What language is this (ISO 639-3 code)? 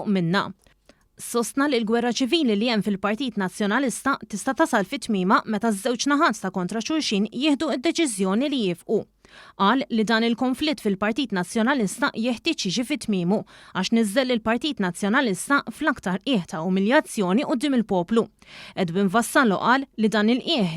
mlt